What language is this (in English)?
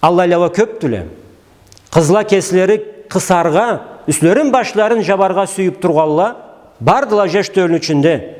Karachay-Balkar